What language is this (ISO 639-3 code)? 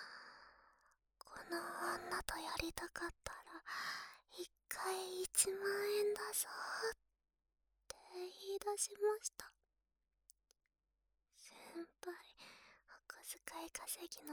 jpn